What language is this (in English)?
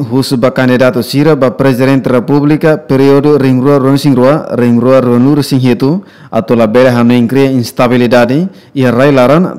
Tetum